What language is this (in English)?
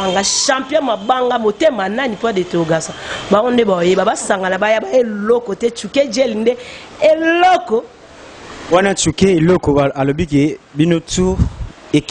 Lingala